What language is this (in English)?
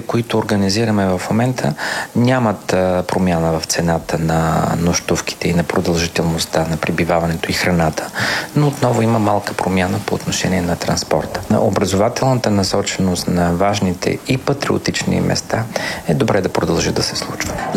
Bulgarian